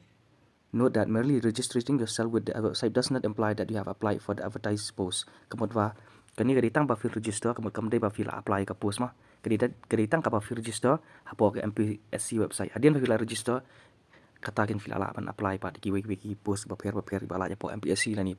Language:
Khasi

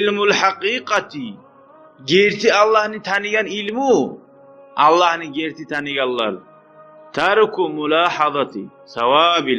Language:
Kumyk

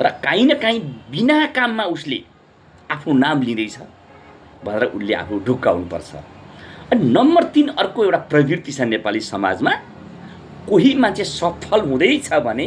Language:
Nepali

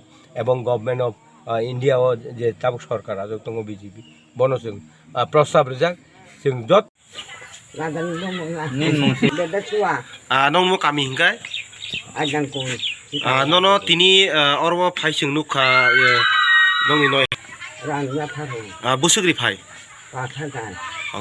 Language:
Kok Borok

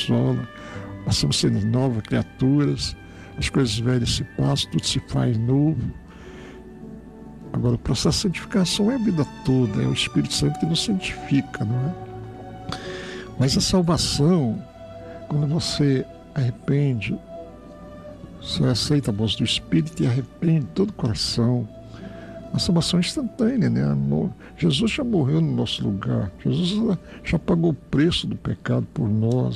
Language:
Portuguese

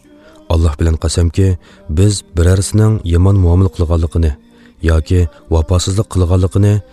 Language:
Uyghur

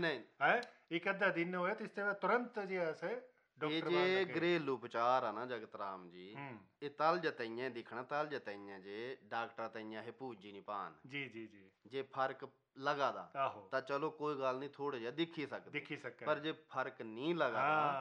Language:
Punjabi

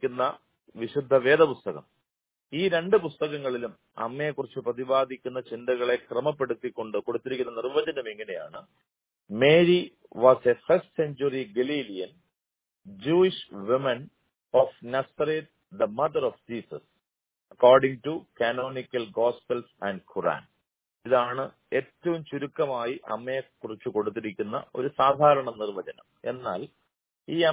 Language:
Malayalam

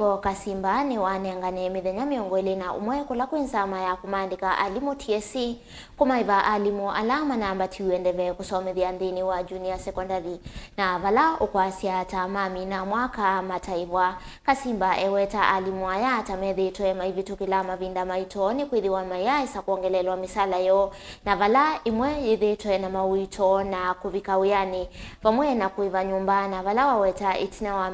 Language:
Kamba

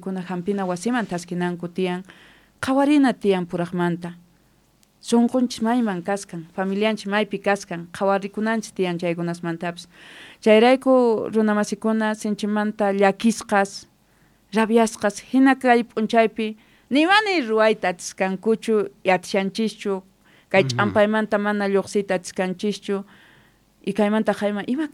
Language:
South Bolivian Quechua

